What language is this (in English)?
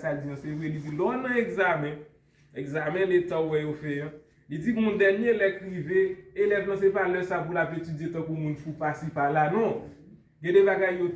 Haitian Creole